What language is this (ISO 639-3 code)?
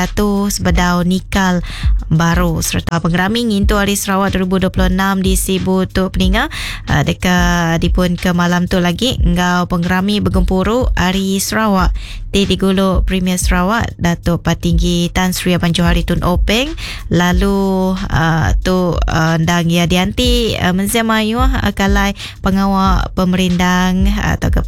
iba